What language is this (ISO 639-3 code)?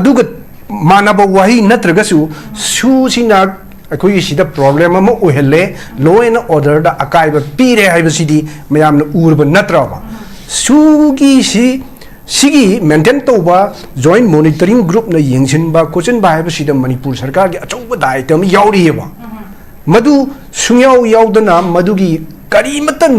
mni